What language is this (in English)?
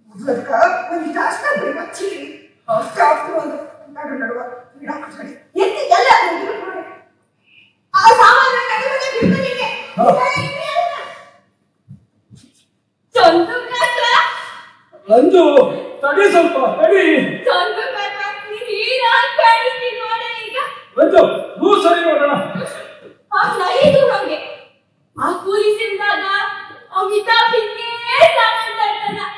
Kannada